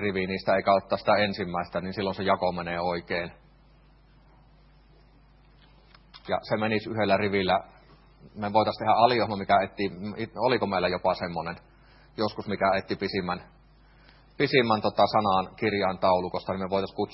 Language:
Finnish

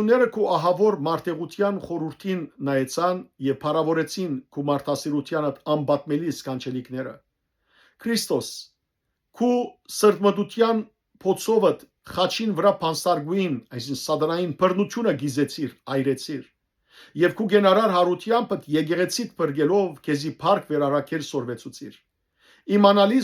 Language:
Western Armenian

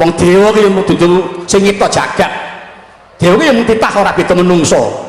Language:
Javanese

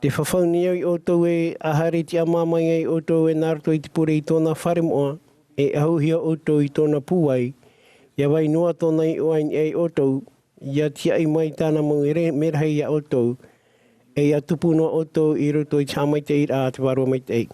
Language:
Tahitian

